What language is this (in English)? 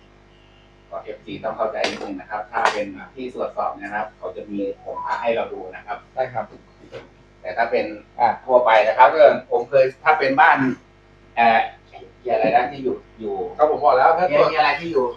Thai